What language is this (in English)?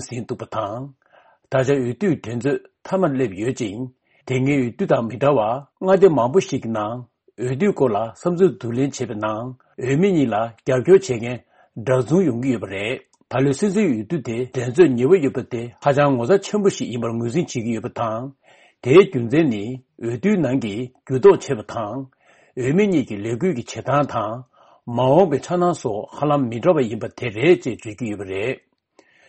Tibetan